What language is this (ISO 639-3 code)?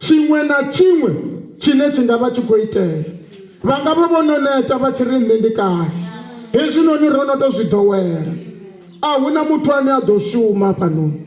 ven